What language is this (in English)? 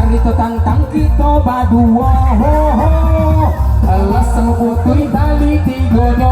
Minangkabau